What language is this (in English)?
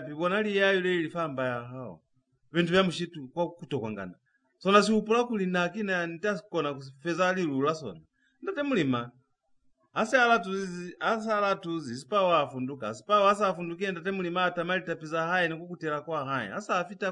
Lozi